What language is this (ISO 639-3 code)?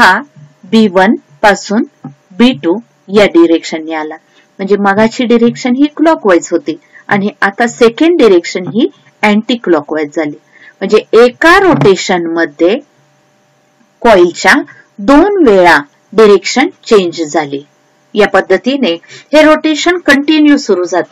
mar